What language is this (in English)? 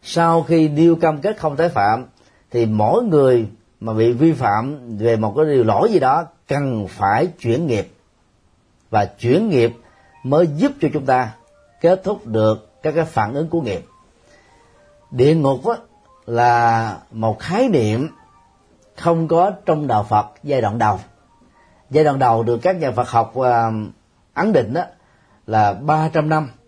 Vietnamese